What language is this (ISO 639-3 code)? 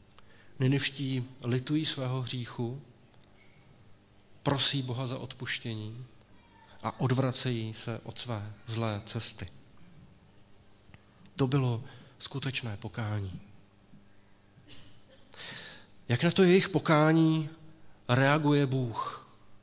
ces